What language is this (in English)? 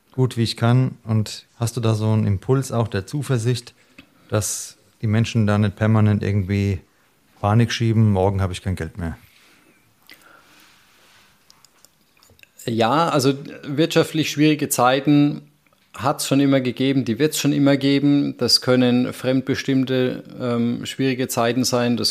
German